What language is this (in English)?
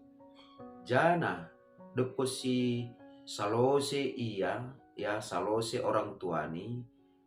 Batak Simalungun